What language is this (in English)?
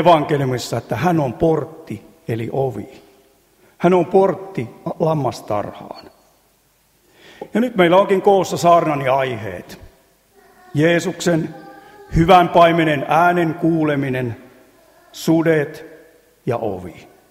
Finnish